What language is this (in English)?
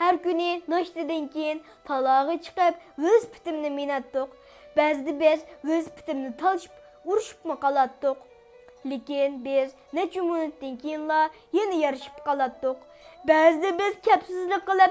Uyghur